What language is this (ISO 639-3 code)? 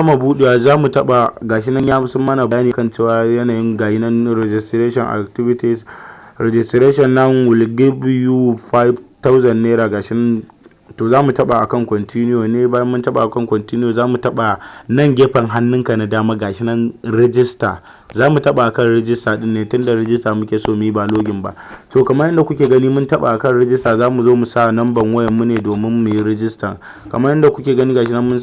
hau